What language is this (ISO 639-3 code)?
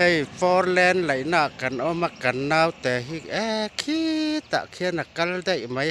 lus